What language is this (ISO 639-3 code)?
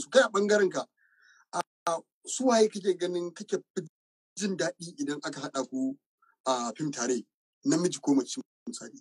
hau